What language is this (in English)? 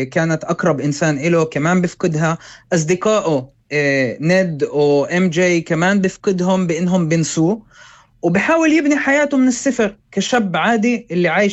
North Levantine Arabic